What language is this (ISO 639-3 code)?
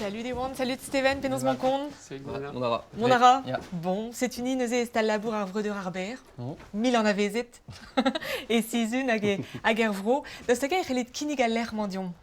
bre